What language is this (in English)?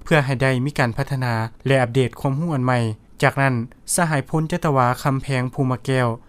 Lao